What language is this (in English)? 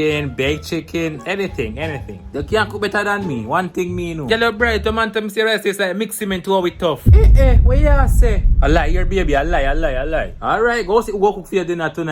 Jamaican Creole English